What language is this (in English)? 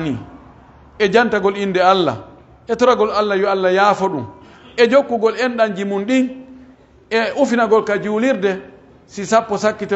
Pular